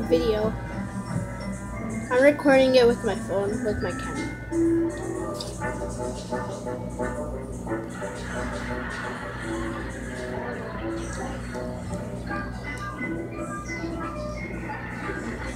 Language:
English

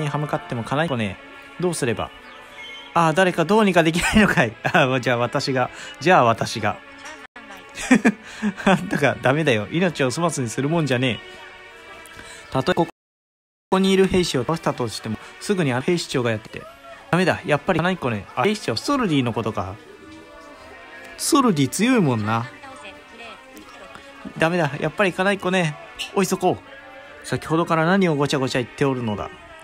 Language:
Japanese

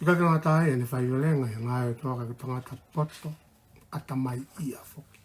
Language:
Tongan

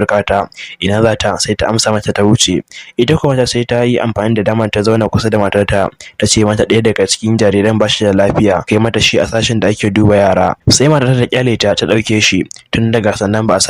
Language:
Hausa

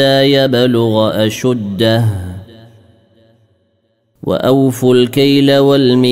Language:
Arabic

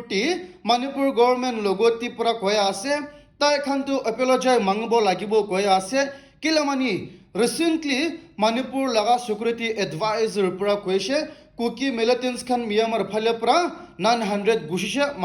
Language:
Naga Pidgin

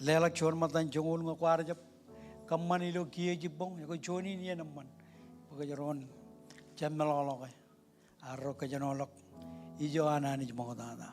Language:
Marshallese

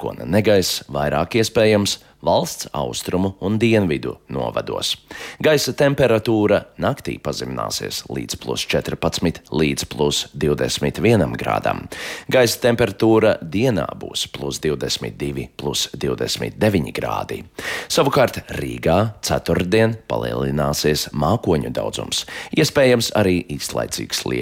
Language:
Latvian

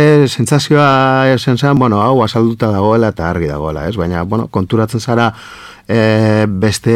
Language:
Basque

